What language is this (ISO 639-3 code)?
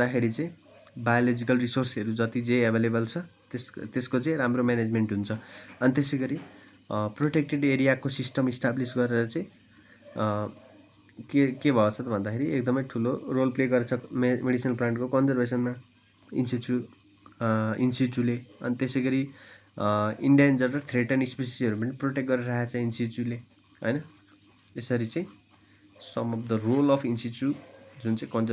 nep